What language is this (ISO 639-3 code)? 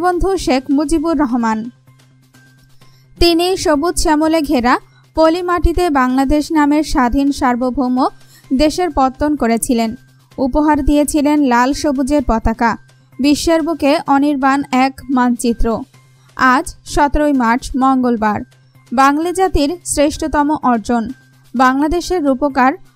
ben